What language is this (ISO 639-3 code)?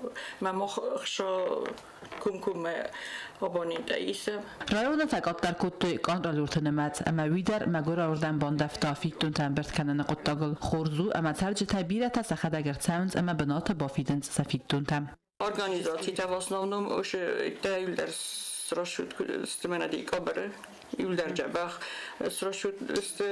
oss